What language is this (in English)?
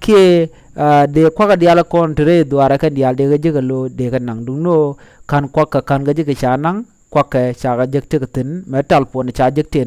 Nuer